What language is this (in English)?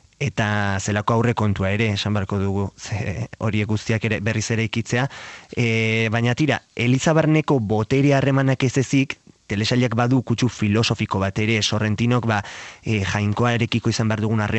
Basque